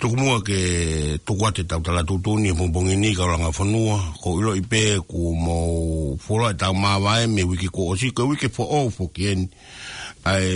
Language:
Tongan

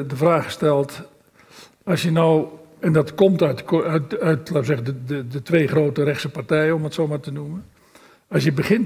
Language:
Dutch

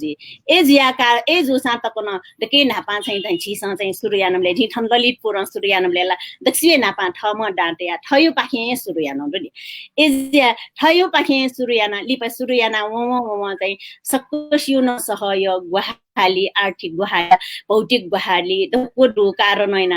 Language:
Newari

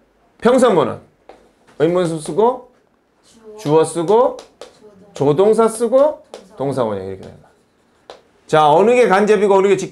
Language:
Korean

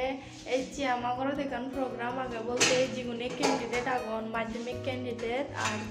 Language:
Chakma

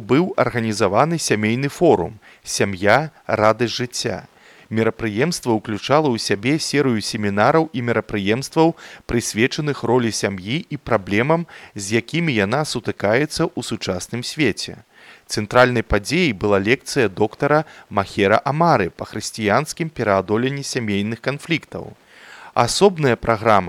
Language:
Belarusian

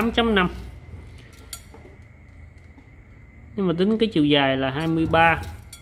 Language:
Vietnamese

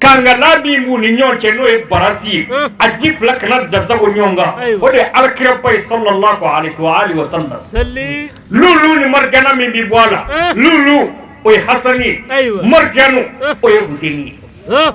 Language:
Bambara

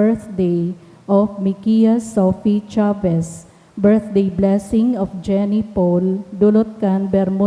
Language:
Bikol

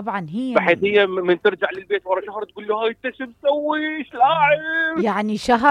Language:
Mesopotamian Arabic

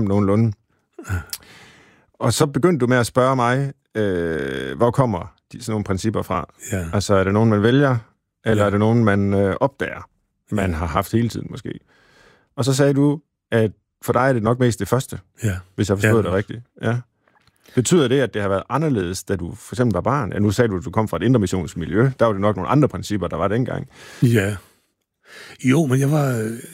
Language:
Danish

